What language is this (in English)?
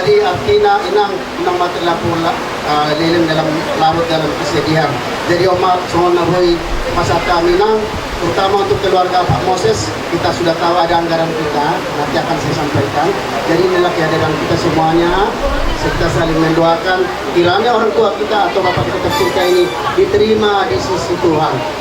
Batak Toba